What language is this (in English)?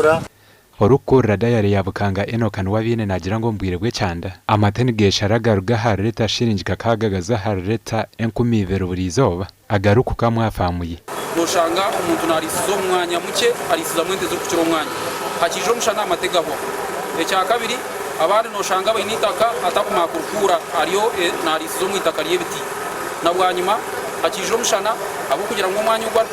Nyankole